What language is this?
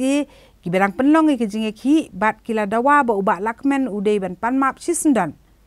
Khasi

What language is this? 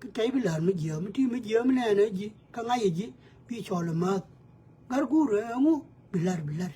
Nuer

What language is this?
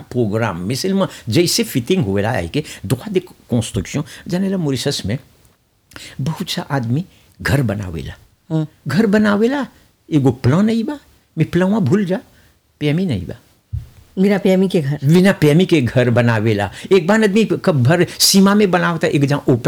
Bhojpuri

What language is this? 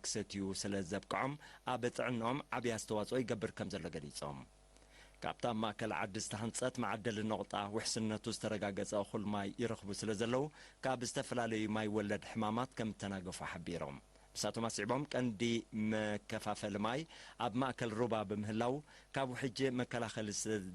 Tigrinya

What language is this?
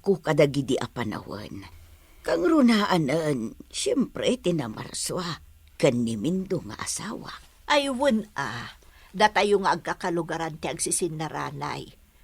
Iloko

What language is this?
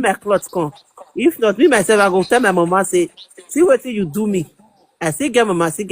Nigerian Pidgin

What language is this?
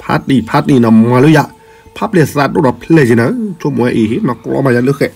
S'gaw Karen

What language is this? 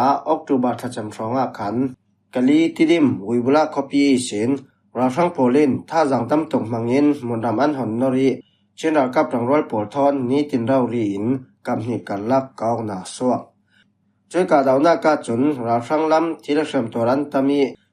Falam Chin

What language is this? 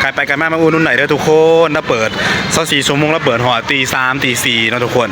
Northeastern Thai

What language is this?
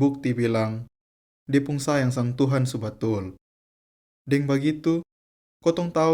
Kupang Malay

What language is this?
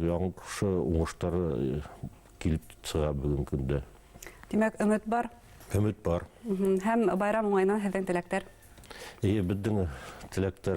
Bashkir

